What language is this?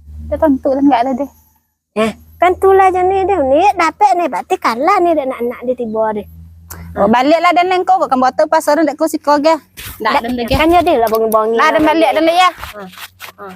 Minangkabau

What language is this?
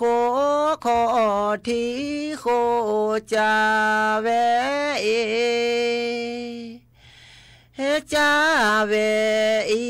S'gaw Karen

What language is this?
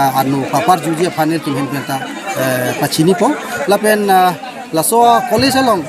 Karbi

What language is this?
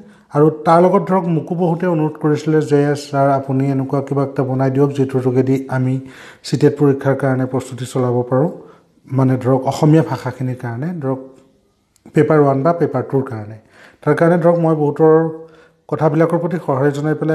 Assamese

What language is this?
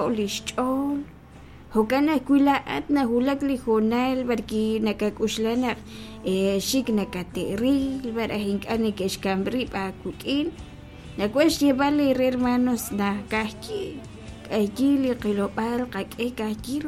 Kekchí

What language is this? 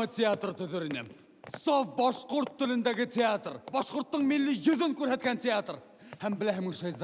Bashkir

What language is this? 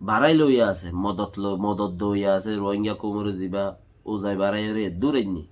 Rohingya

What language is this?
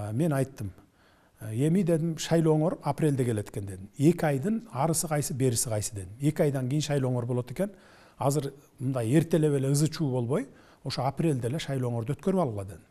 Kyrgyz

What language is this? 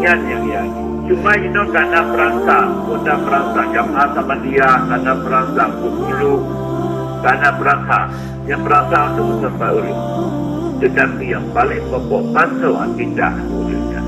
Achinese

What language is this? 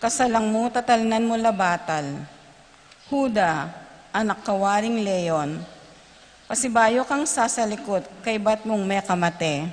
Pampanga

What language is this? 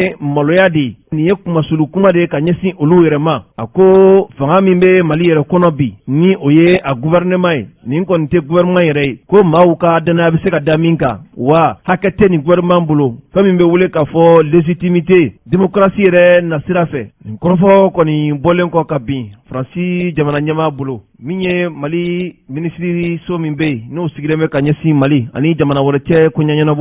Bambara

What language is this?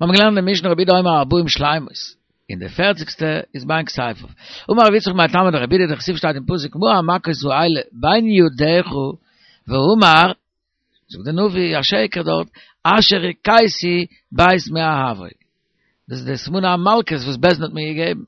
Yiddish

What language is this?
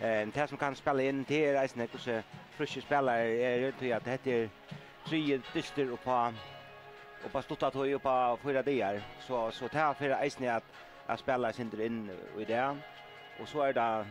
Faroese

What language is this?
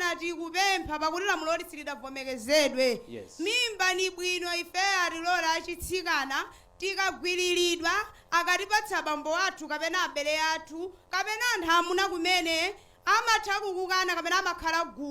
Nyanja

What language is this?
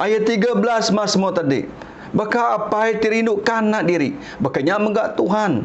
Iban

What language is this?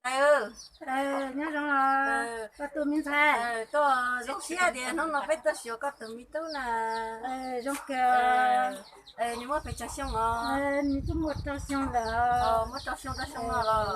Hmong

